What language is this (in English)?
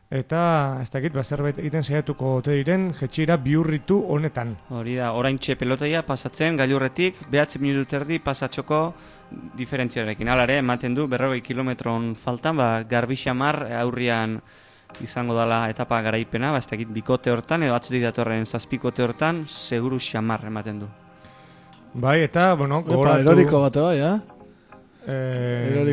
Basque